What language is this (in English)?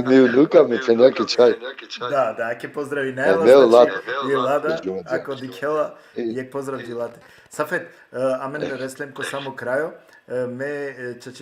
Balkan Romani